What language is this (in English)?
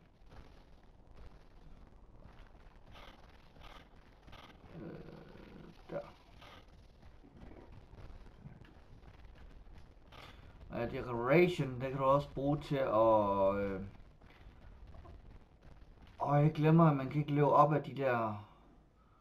Danish